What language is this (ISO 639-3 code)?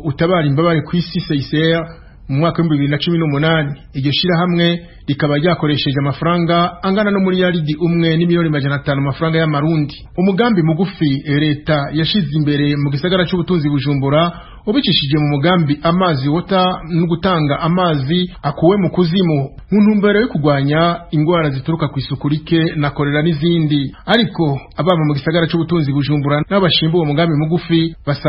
run